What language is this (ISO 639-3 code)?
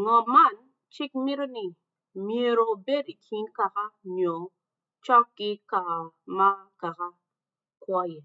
ach